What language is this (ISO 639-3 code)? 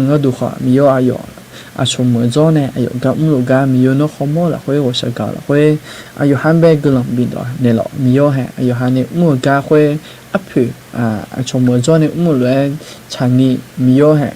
ahk